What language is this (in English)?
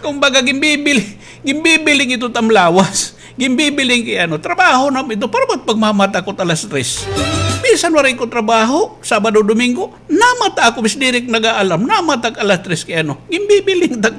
Waray